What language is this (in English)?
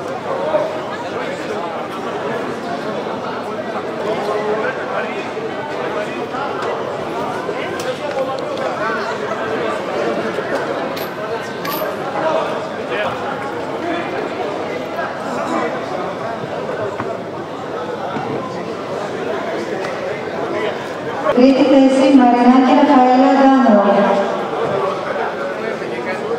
Greek